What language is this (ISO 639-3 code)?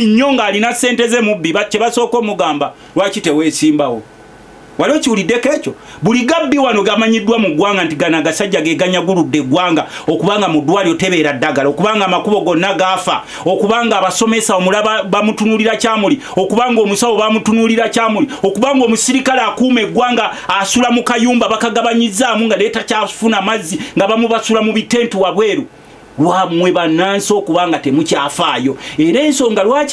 lug